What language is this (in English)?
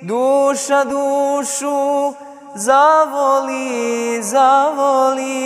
Bosnian